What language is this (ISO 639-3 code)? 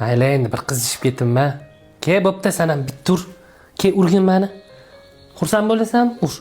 uzb